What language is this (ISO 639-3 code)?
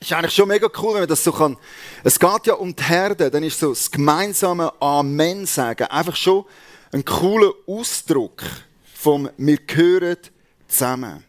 gsw